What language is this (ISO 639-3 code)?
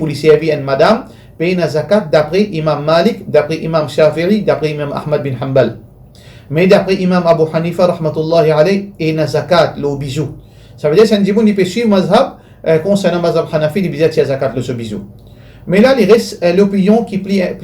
mfe